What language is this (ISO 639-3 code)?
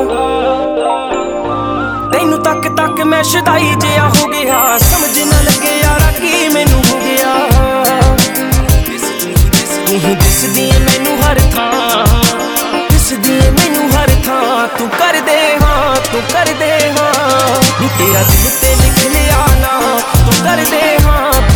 pan